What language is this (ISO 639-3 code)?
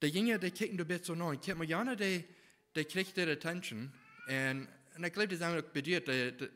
pdt